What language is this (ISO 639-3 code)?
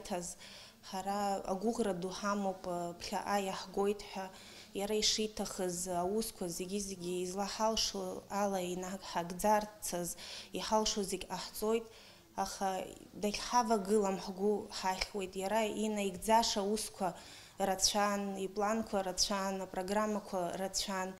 abk